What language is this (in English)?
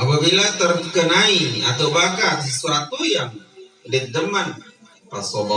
Sasak